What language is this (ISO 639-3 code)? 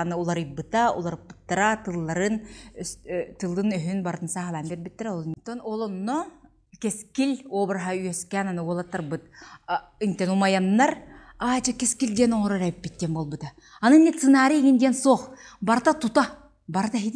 sah